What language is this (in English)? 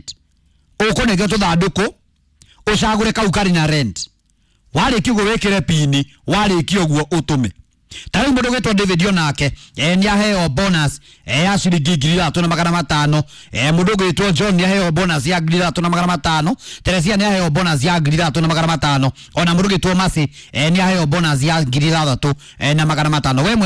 Kikuyu